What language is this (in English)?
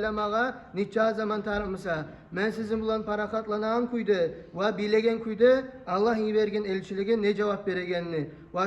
Kumyk